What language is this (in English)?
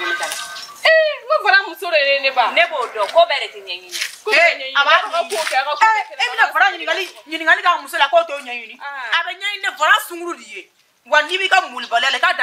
Bambara